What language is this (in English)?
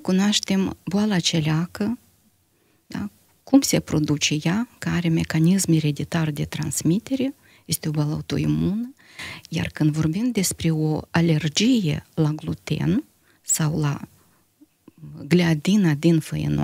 Romanian